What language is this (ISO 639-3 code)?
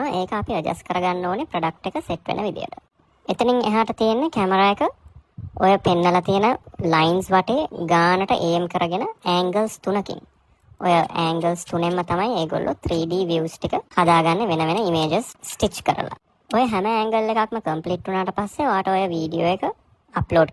sin